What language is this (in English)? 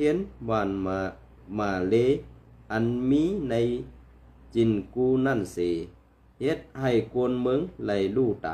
Shan